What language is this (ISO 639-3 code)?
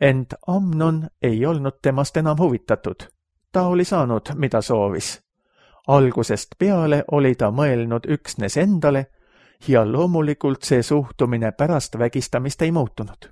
est